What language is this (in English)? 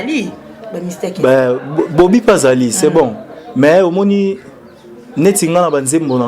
Lingala